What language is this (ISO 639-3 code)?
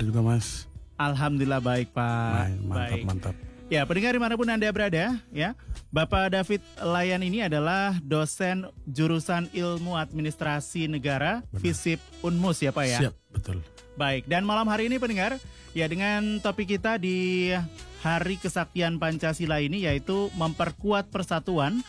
ind